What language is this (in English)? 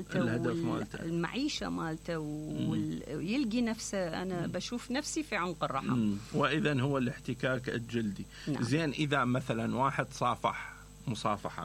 Mesopotamian Arabic